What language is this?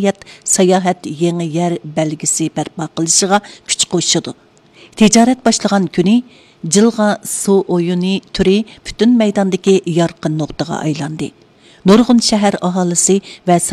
Uyghur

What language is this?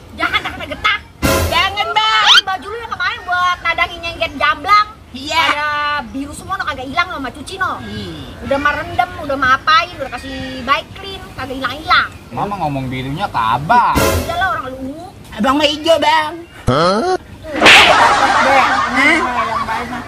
Betawi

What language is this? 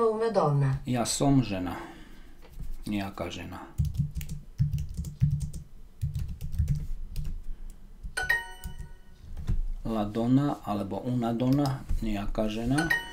Slovak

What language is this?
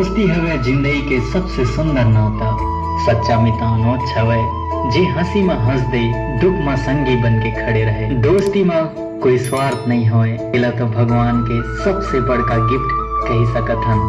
Chhattisgarhi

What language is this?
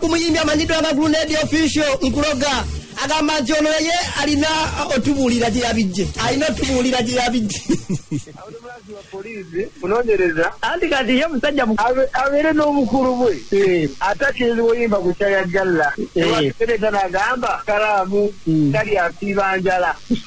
Ganda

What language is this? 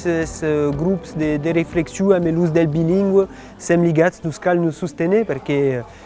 Occitan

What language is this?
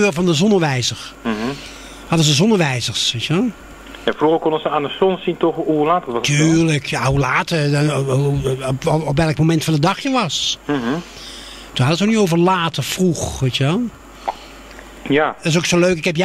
Dutch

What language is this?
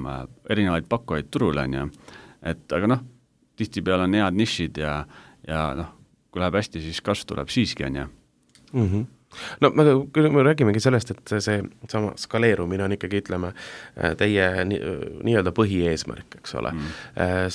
Estonian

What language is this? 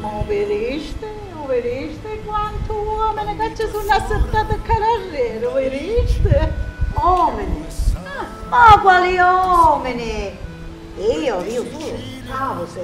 Sicilian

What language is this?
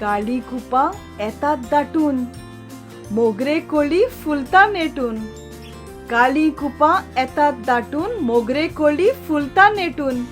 Konkani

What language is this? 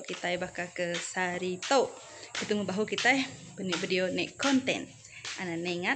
Iban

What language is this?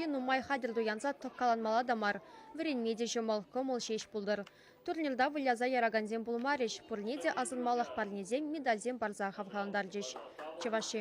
Chuvash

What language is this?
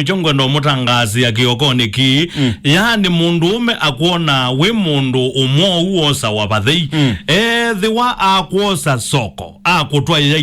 Kamba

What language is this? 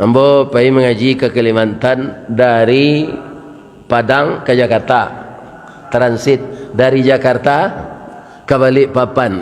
Minangkabau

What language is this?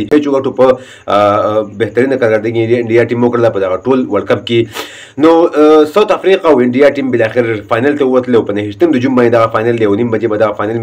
Pashto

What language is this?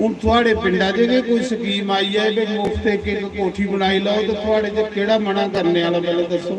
Dogri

